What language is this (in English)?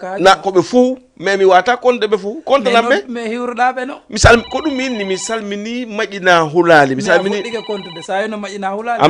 Fula